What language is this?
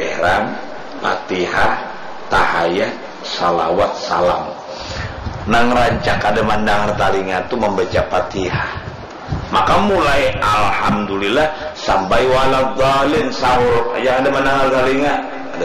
Banjar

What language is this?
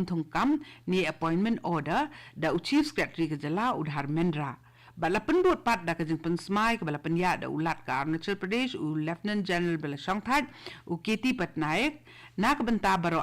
Khasi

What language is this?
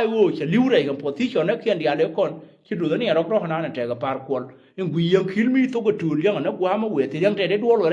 Nuer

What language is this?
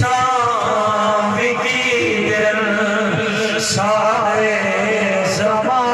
Saraiki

